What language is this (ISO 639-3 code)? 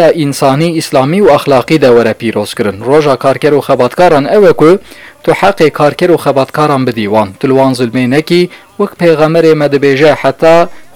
kur